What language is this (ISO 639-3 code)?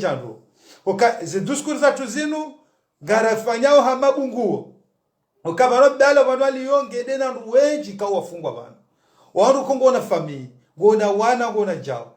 zdj